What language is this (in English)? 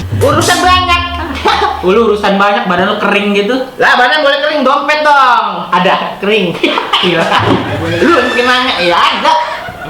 Betawi